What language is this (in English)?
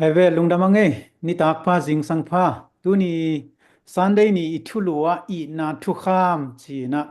Tedim Chin